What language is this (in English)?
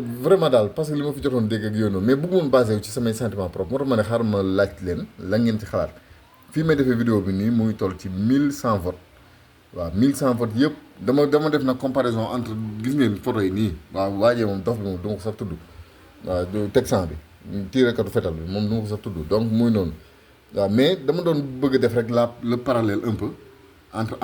Wolof